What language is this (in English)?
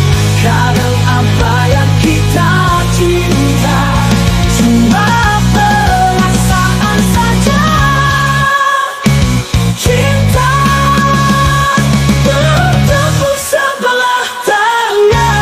Indonesian